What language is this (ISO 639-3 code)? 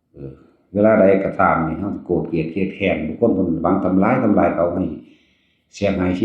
tts